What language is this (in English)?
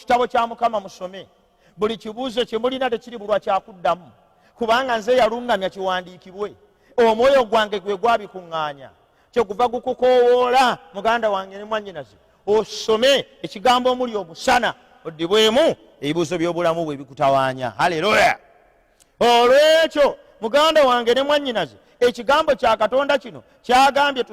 Ganda